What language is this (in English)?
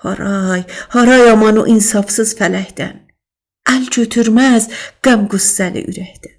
South Azerbaijani